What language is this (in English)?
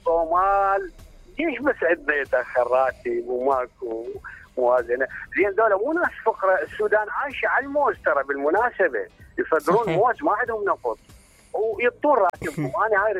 Mesopotamian Arabic